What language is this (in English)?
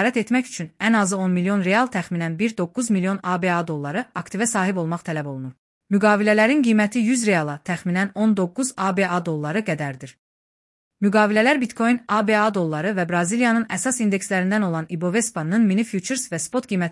Azerbaijani